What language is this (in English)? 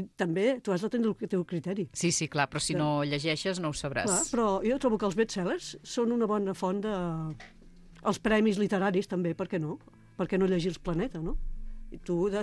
Catalan